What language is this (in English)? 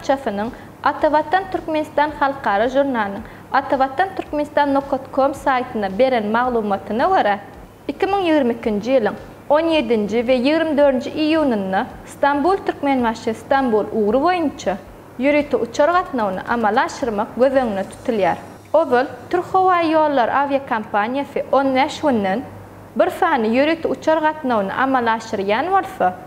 Turkmen